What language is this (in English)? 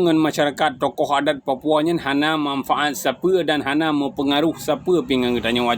Achinese